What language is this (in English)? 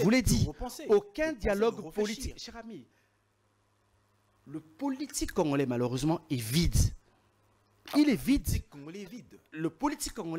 French